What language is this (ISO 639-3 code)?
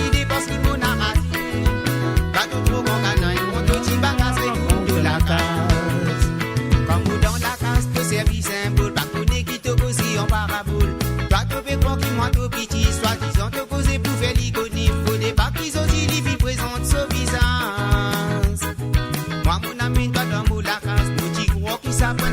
mfe